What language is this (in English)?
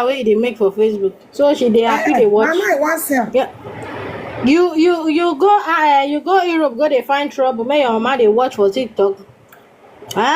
Nigerian Pidgin